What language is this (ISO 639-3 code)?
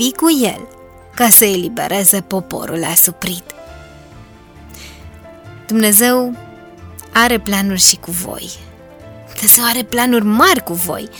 ron